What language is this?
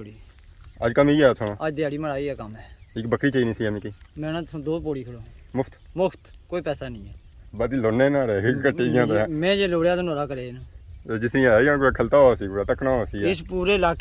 Pahari-Potwari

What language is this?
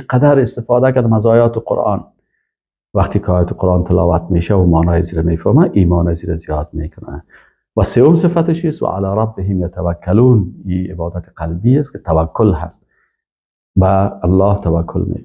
Persian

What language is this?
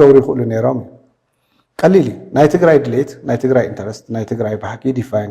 Tigrinya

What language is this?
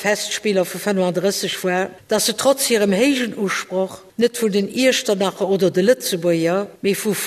Luxembourgish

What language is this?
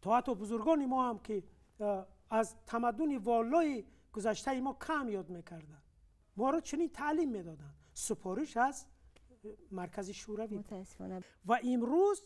Tajik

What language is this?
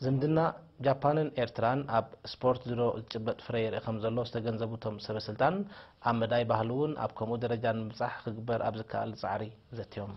Tigrinya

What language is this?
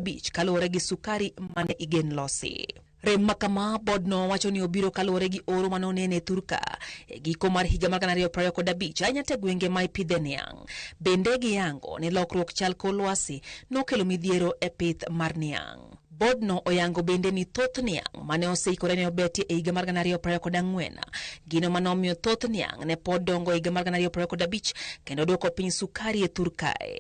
Luo (Kenya and Tanzania)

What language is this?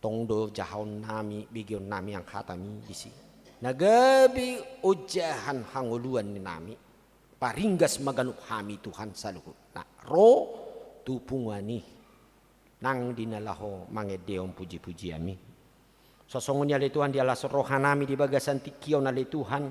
Batak Toba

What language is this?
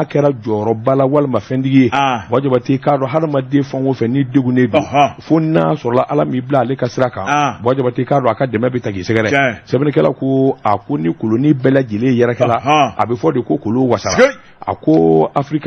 Bambara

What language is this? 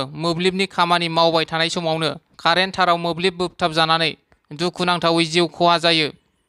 Bodo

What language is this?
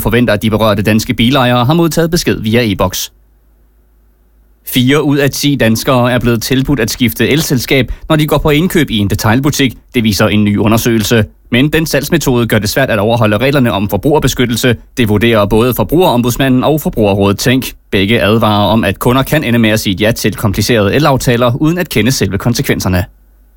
Danish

